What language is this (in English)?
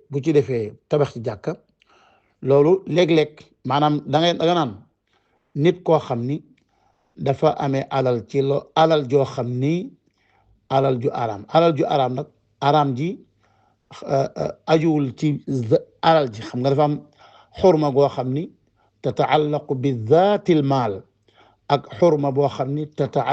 Wolof